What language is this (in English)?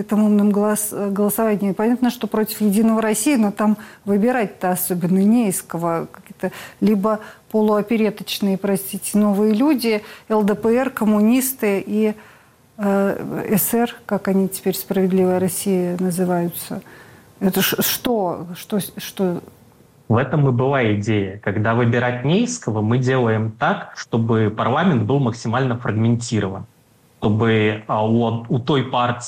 Russian